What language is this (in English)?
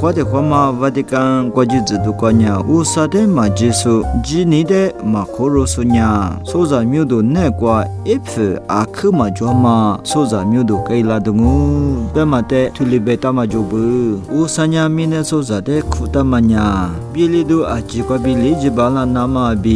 Lisu